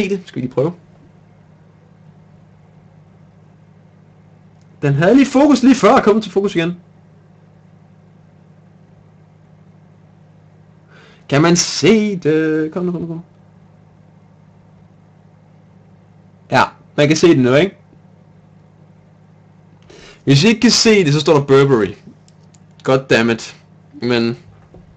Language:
Danish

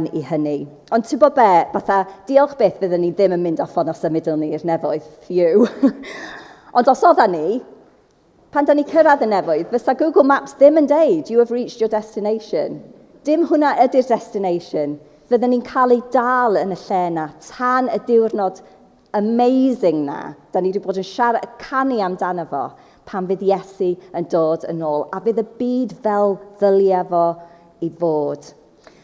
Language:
Welsh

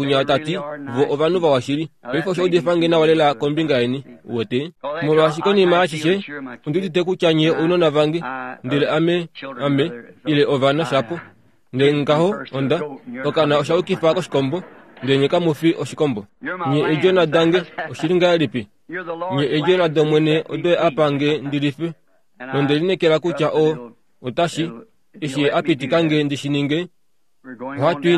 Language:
Kuanyama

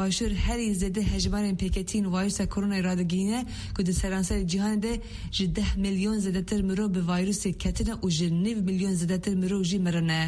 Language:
Kurdish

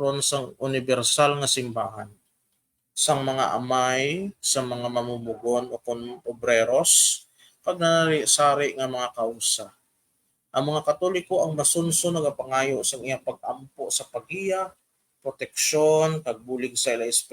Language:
Hiligaynon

